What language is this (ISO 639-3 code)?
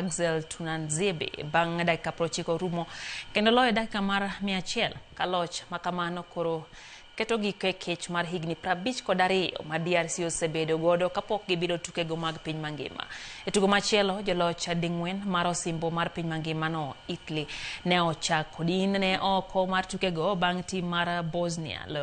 luo